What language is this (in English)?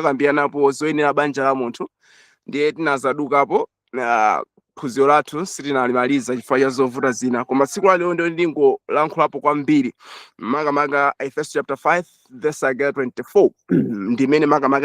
Nyanja